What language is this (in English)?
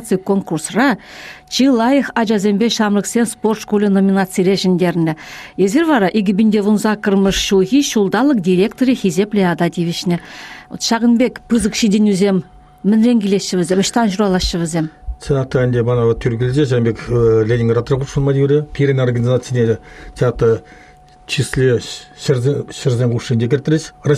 Chuvash